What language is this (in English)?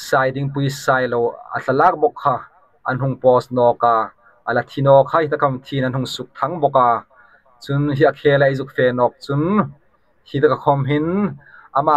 Hmar